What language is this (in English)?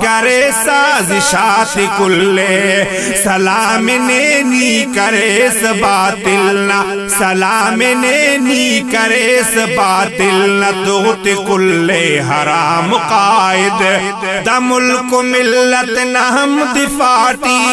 Brahui